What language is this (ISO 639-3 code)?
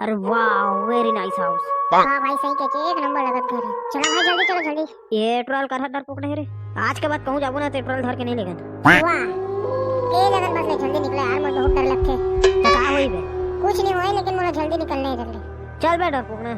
hne